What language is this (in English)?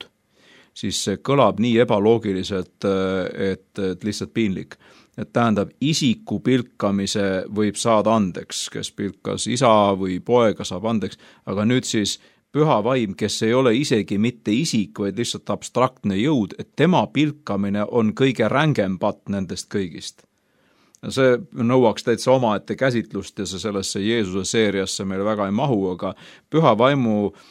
Estonian